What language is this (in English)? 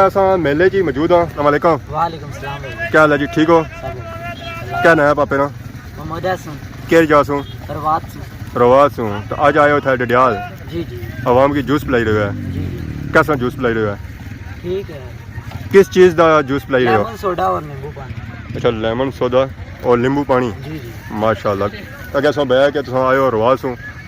Pahari-Potwari